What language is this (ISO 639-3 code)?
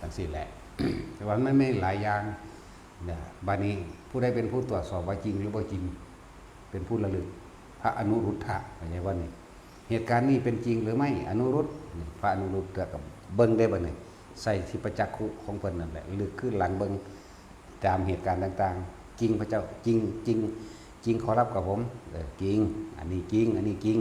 tts